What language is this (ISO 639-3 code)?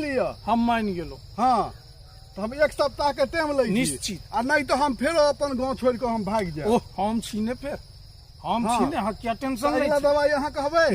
mai